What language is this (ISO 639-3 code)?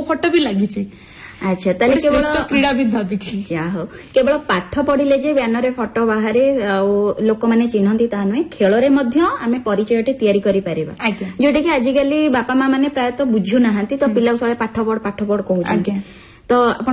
ori